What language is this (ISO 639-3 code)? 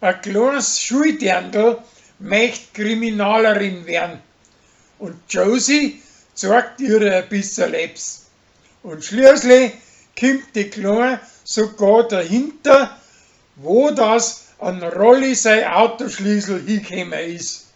bar